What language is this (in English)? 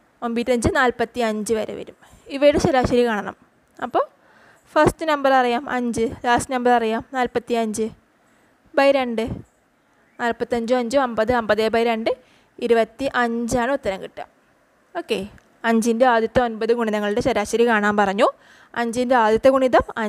Malayalam